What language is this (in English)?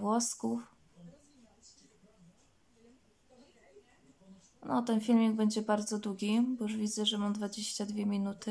Polish